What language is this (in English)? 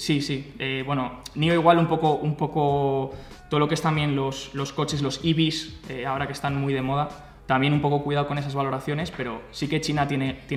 Spanish